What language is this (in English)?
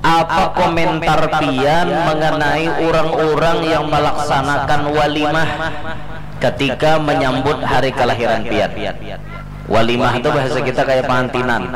Banjar